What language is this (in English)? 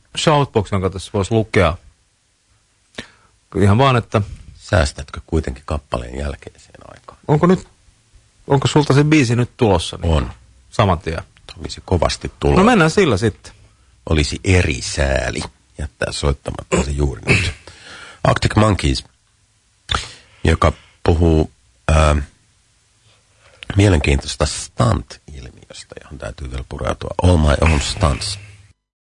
Finnish